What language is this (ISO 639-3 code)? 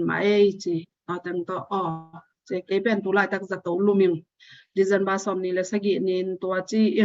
ctd